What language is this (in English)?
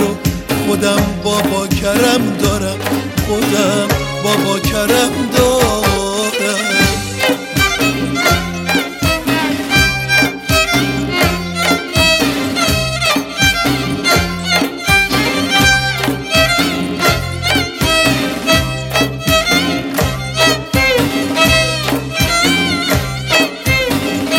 Persian